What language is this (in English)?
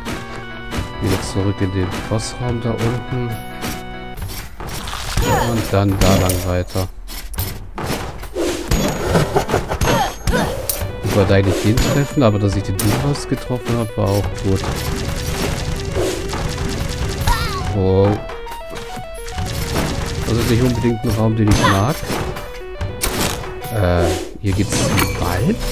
German